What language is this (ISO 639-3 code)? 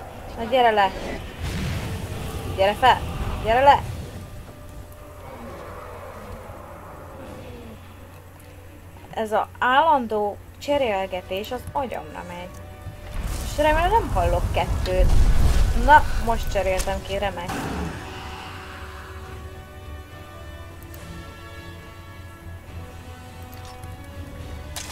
hun